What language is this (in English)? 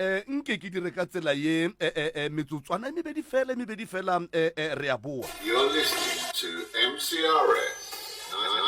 Northern Sotho